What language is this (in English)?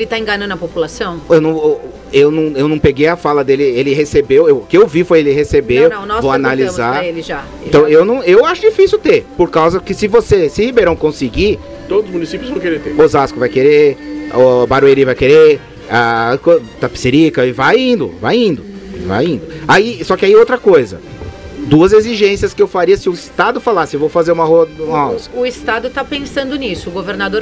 Portuguese